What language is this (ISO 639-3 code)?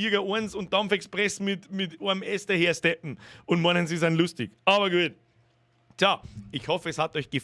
bar